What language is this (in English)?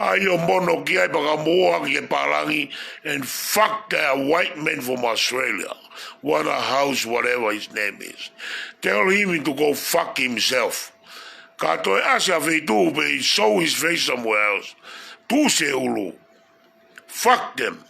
Tongan